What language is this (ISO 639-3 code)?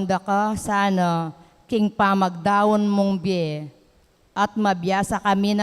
pam